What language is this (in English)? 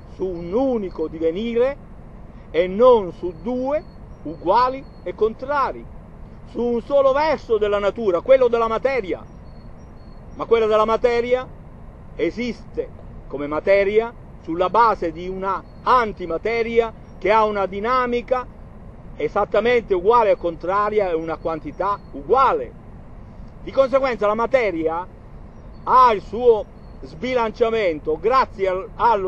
Italian